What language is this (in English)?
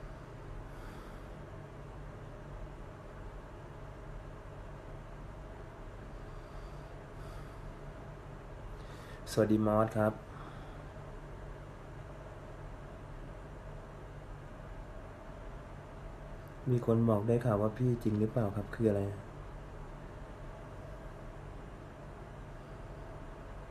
Thai